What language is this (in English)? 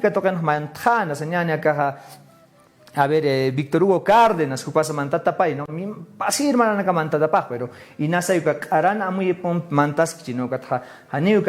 Aymara